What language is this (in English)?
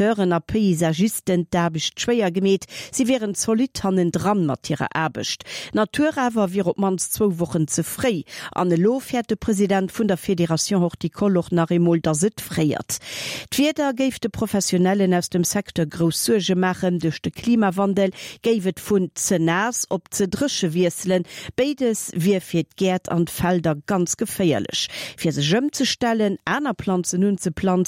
Luxembourgish